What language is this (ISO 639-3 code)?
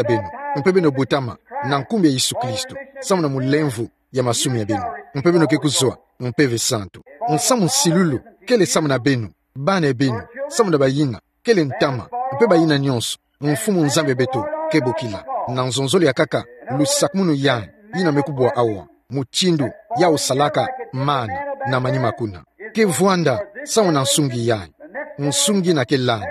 ktu